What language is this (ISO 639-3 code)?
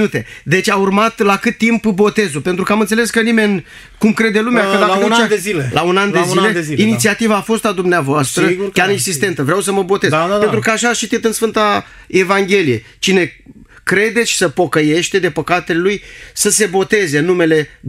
ron